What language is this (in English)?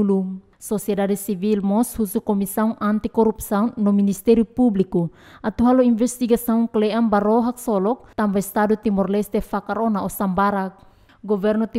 Tetum